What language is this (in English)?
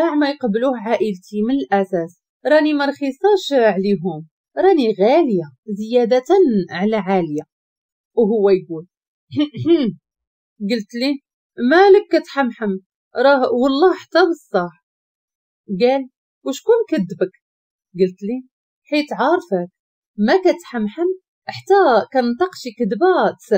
Moroccan Arabic